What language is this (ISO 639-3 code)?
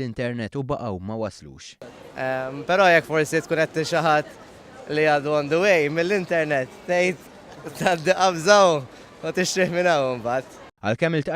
mlt